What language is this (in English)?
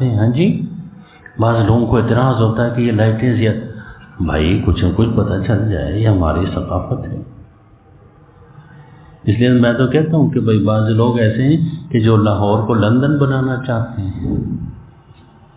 Urdu